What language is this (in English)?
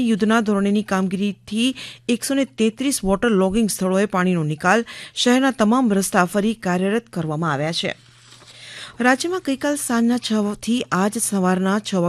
Gujarati